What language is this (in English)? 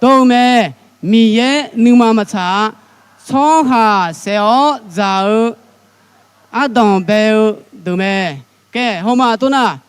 Akha